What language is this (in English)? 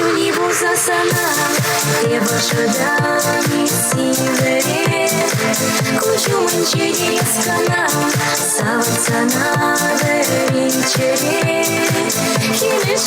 Chuvash